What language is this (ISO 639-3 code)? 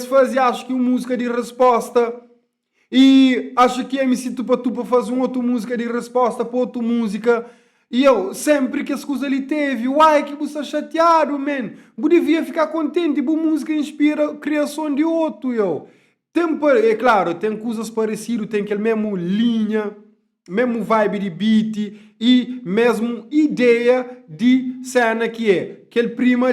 kea